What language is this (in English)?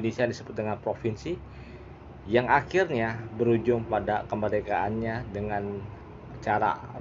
Indonesian